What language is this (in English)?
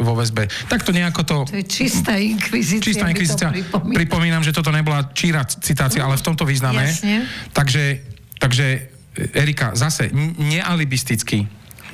Slovak